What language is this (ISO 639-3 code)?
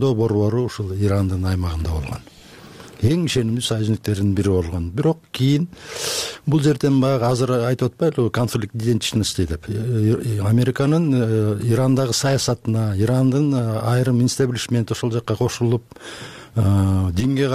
kir